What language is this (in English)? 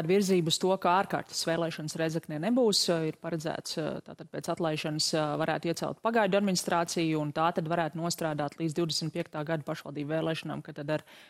Latvian